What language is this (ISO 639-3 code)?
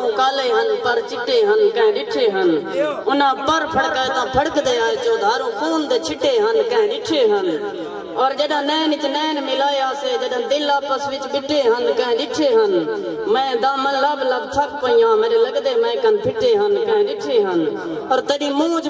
skr